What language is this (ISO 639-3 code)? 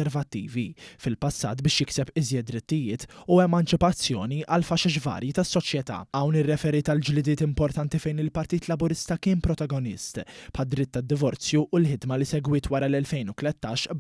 mlt